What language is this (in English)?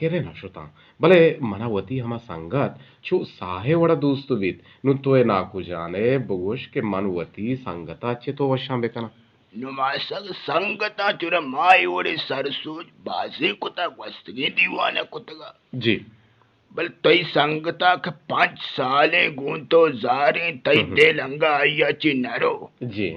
Eastern Balochi